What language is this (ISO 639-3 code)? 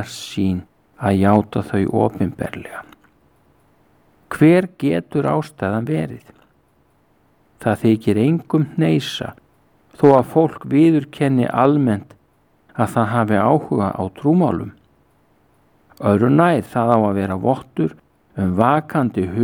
isl